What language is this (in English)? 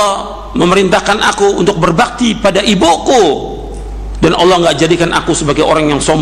Indonesian